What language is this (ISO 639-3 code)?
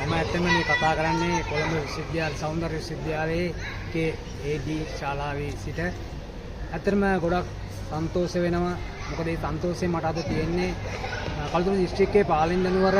sin